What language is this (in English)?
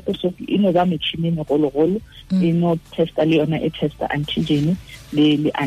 Tswana